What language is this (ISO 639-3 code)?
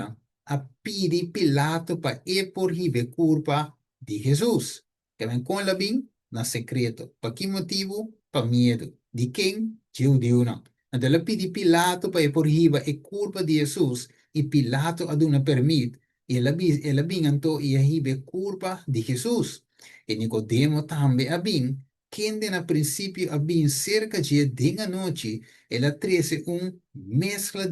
pap